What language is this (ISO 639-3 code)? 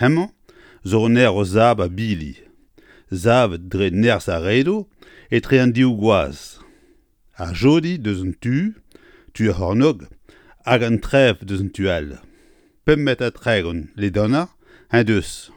bre